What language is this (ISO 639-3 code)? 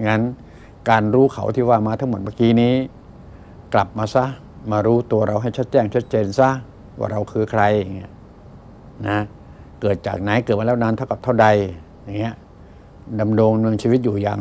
tha